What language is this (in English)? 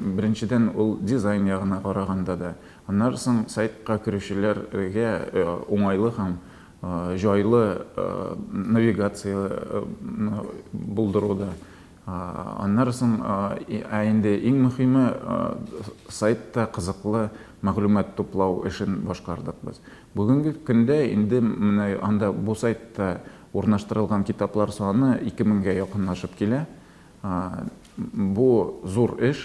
Tatar